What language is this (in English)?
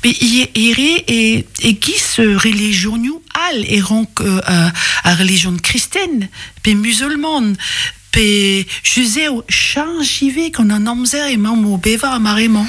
Breton